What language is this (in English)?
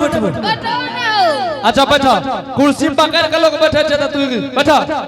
Angika